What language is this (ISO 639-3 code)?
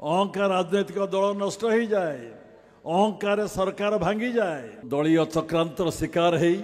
ori